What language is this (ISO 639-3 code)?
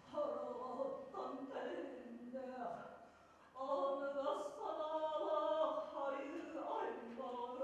sah